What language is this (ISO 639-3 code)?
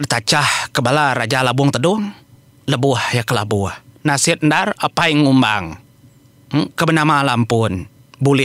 iba